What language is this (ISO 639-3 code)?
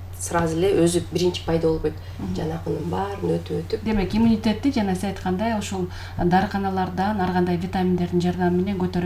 kir